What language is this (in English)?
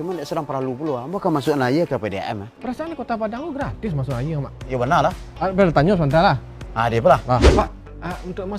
Minangkabau